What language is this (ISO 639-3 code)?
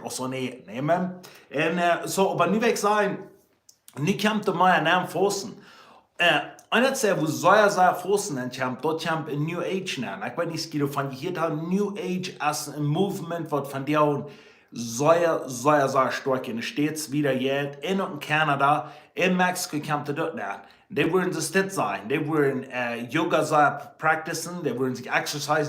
pdt